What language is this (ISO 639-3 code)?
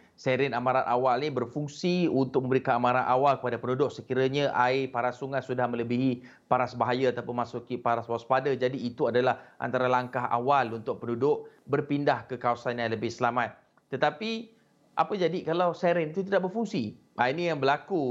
msa